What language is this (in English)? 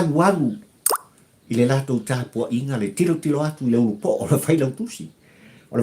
Samoan